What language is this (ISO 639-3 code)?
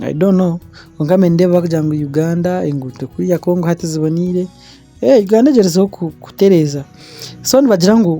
nyn